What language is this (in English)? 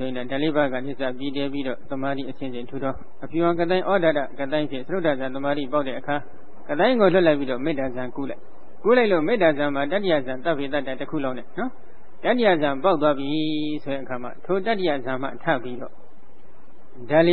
Burmese